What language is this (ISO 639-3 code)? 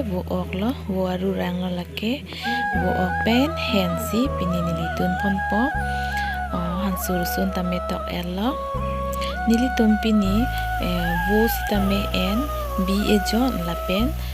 mjw